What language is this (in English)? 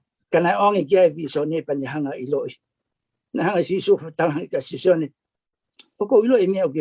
Tongan